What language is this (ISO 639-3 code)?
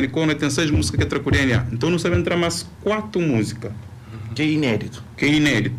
kea